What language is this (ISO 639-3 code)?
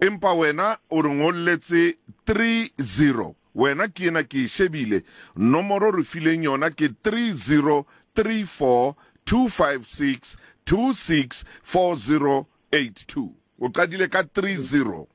sot